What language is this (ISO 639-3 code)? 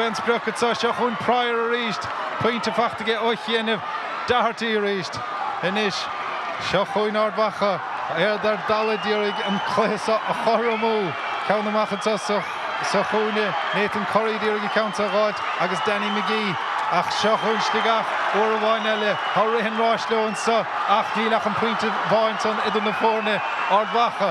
gle